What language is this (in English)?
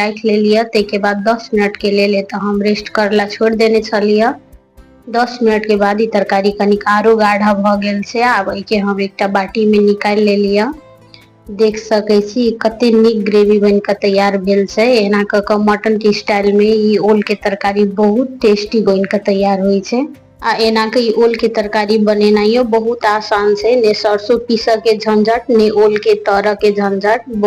Maithili